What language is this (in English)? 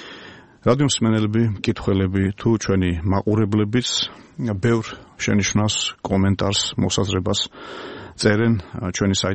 Georgian